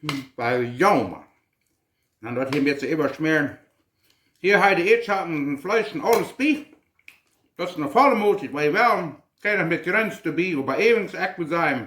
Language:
Plautdietsch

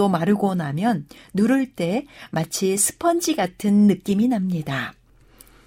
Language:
Korean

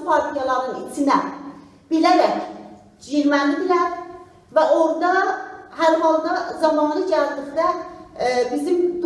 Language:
South Azerbaijani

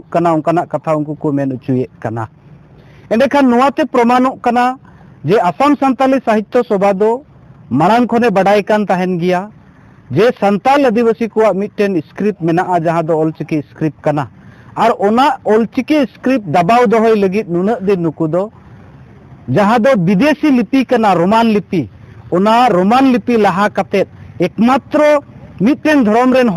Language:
Santali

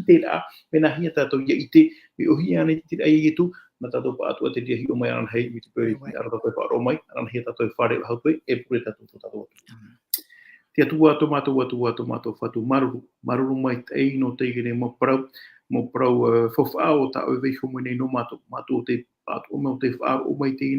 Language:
Tahitian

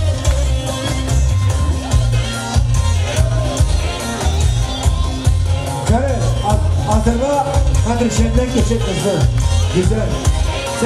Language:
Turkish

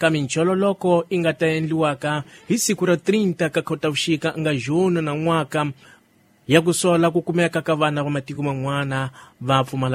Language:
Tsonga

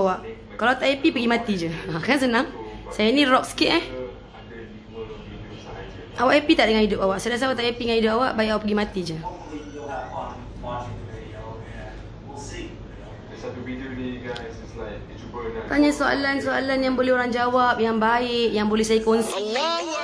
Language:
Malay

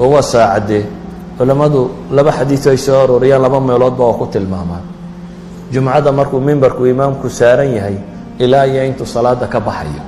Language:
Somali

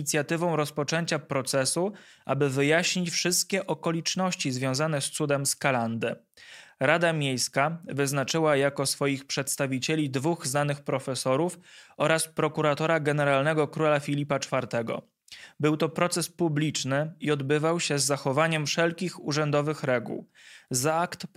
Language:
Polish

